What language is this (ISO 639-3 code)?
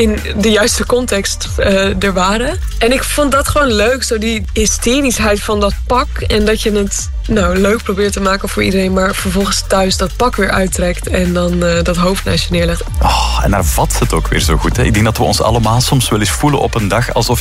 nld